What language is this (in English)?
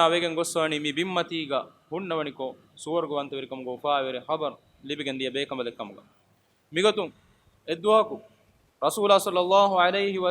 Divehi